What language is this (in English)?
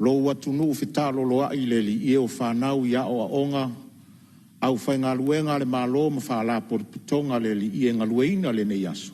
Samoan